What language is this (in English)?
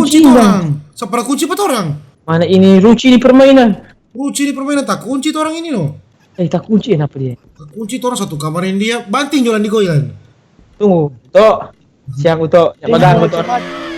Manado Malay